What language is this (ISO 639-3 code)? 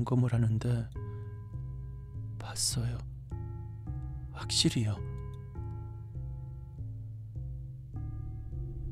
kor